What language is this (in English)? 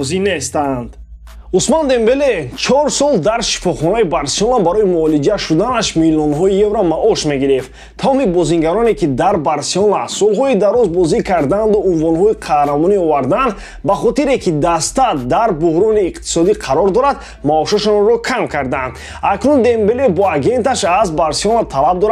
Tajik